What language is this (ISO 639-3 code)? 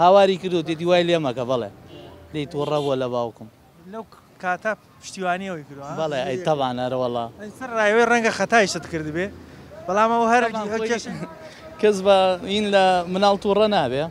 ckb